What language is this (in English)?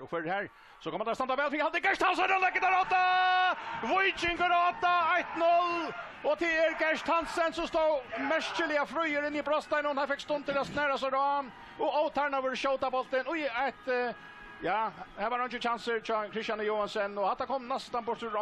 Faroese